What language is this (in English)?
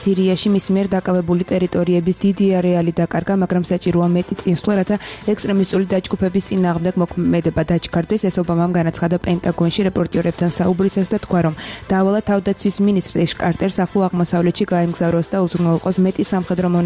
Georgian